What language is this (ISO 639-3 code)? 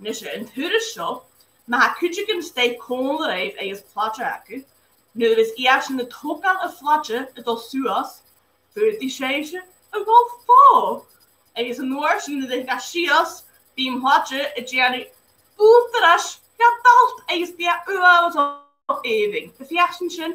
gla